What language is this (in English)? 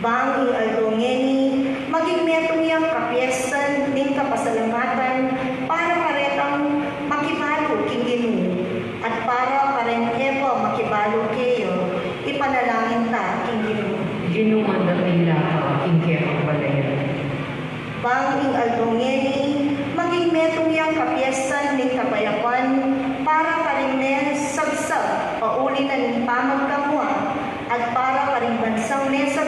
Pampanga